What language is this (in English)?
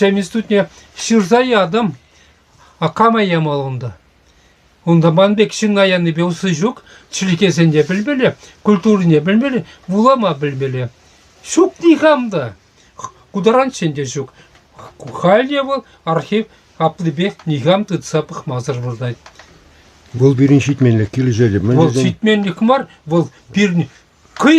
Chuvash